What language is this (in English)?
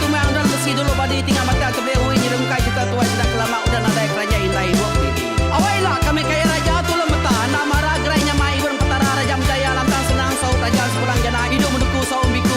Iban